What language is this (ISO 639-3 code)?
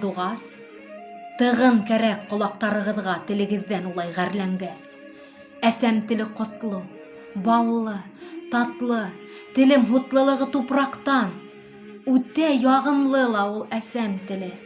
bak